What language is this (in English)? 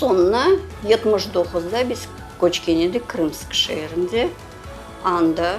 Crimean Tatar